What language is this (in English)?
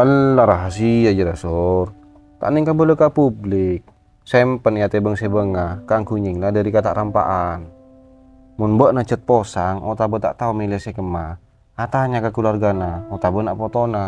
Madurese